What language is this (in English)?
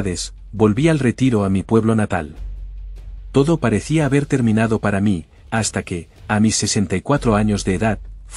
Spanish